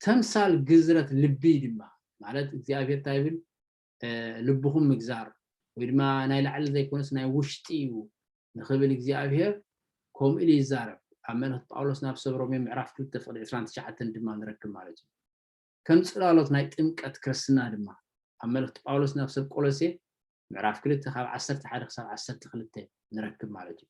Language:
Tigrinya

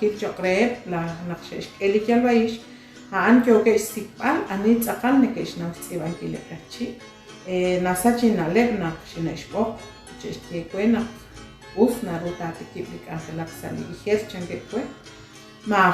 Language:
Kekchí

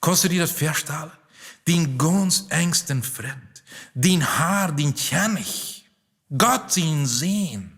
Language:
Plautdietsch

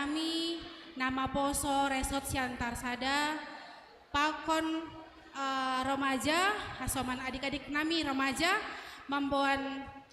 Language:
Batak Simalungun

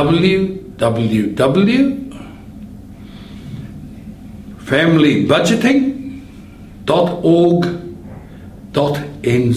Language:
Māori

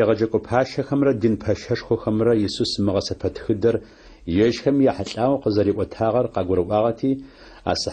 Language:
Adyghe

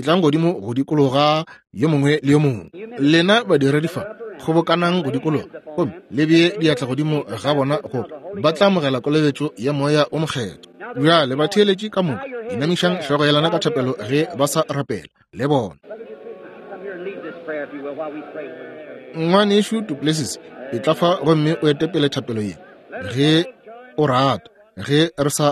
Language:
Northern Sotho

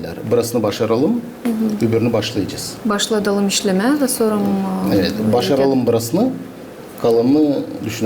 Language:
Gagauz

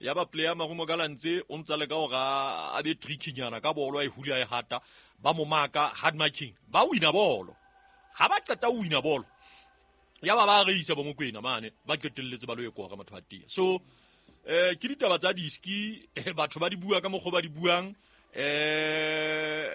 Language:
Southern Sotho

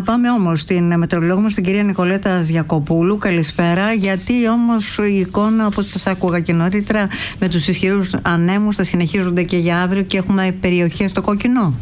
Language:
Greek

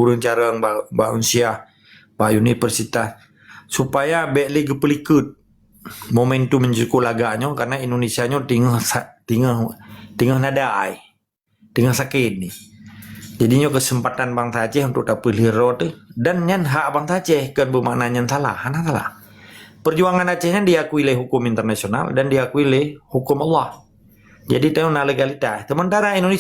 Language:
Achinese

